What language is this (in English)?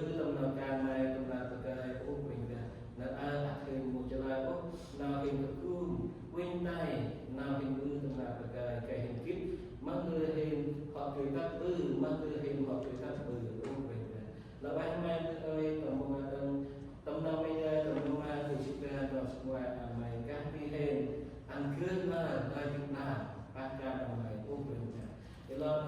Central Mnong